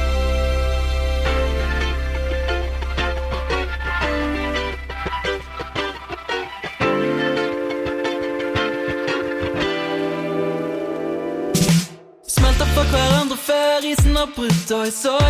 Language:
Norwegian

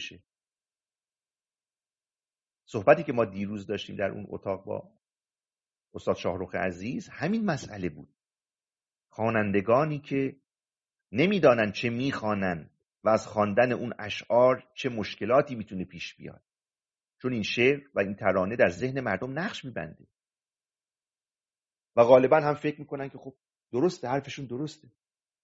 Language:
Persian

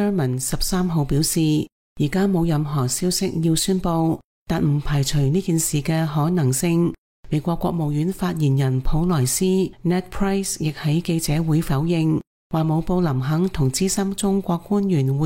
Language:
Cantonese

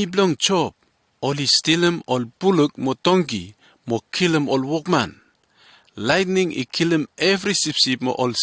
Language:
Bislama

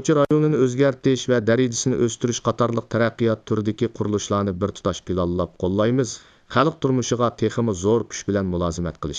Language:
Uyghur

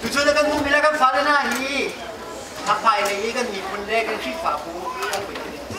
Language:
Hakha Chin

